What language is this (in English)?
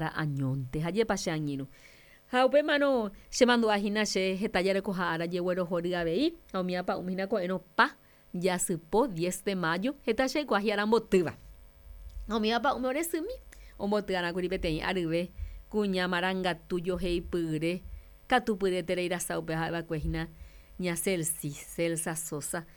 Guarani